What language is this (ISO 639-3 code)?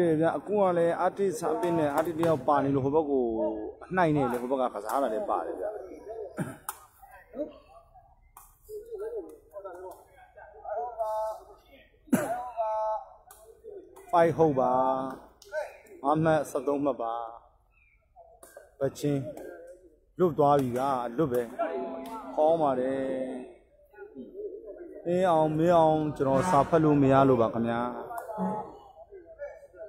mya